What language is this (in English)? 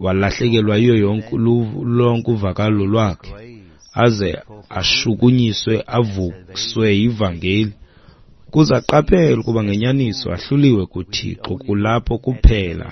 Xhosa